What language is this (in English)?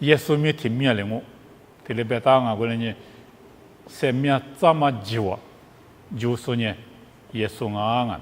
Lisu